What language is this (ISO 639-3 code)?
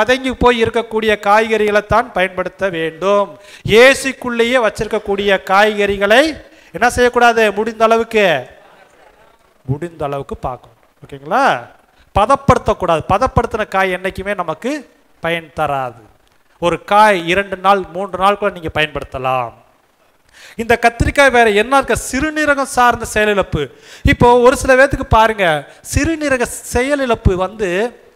tam